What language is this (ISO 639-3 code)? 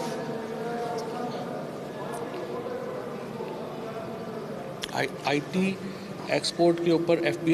urd